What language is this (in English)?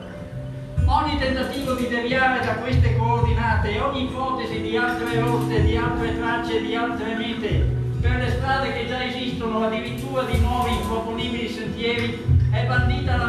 Italian